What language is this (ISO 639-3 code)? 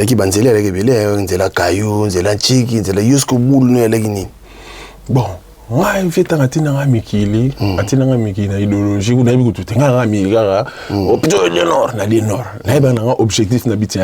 lin